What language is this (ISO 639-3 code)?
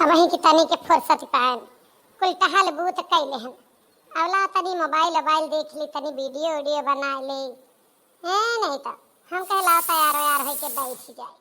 awa